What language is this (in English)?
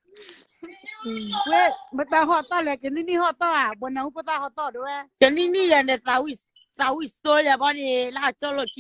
S'gaw Karen